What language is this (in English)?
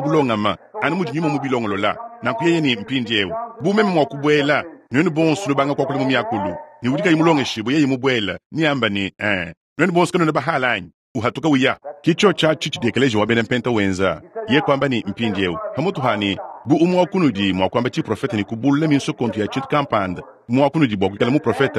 Luba-Lulua